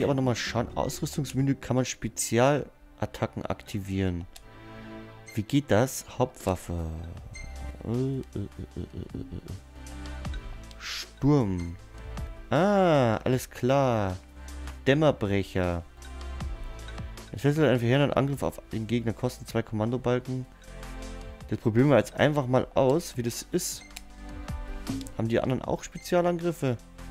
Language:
German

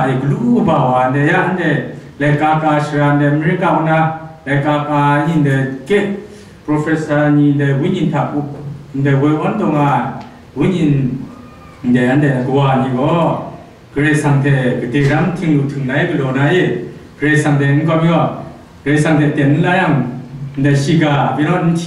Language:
Kachin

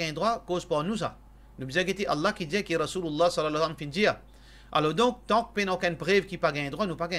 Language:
Morisyen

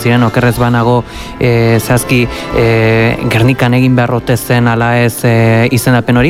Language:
Basque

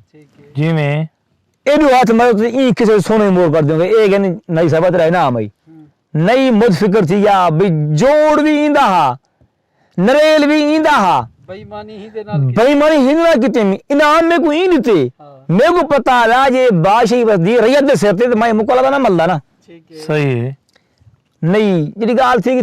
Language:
Saraiki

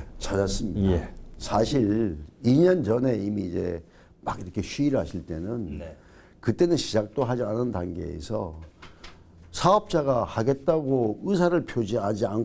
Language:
Korean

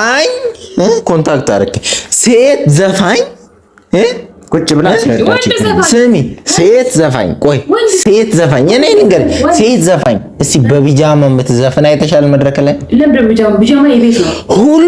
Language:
Amharic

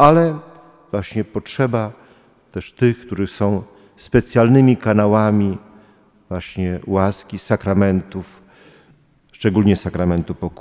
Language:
Polish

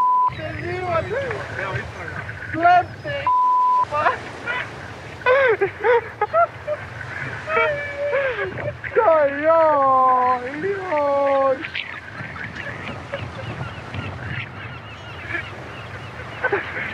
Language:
Serbian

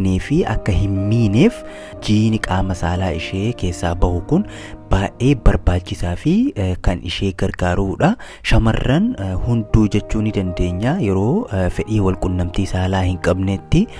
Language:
Oromo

